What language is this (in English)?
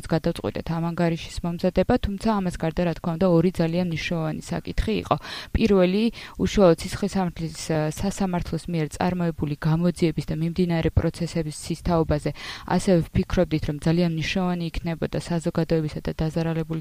Georgian